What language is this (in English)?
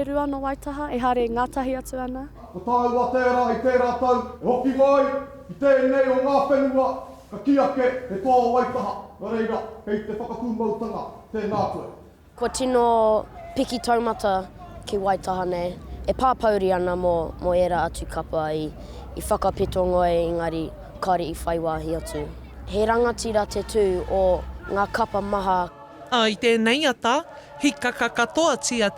Māori